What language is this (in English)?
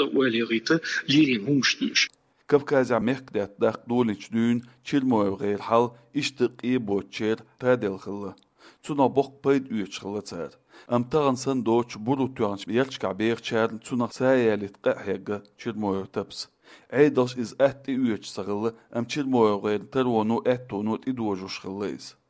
Chechen